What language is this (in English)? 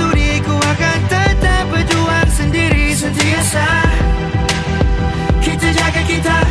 Malay